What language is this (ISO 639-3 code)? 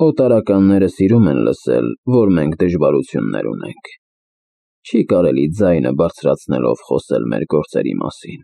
hye